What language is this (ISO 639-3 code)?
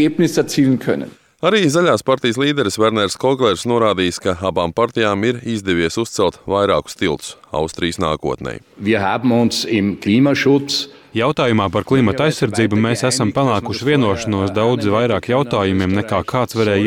lav